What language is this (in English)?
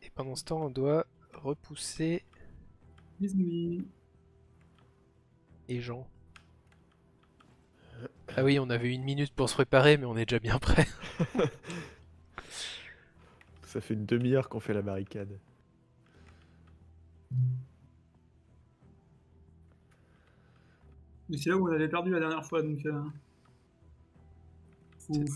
French